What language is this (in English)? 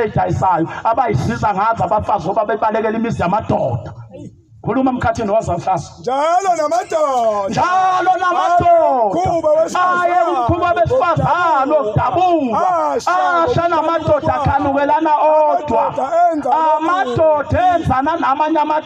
Zulu